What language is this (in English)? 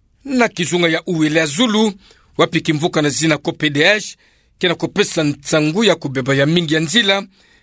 Kituba (Democratic Republic of Congo)